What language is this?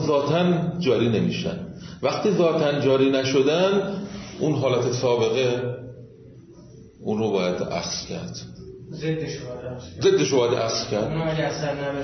Persian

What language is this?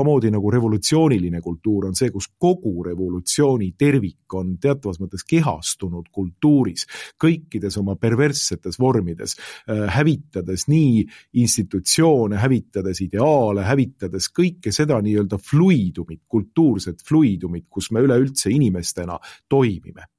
Estonian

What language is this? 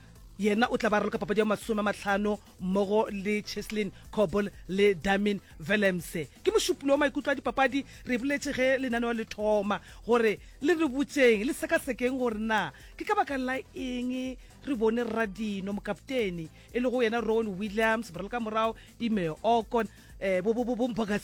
Northern Sotho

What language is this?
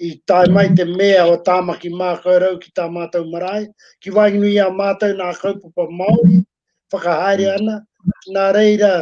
Māori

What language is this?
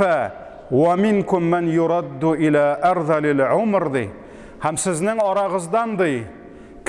Tatar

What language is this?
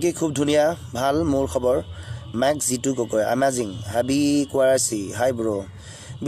Assamese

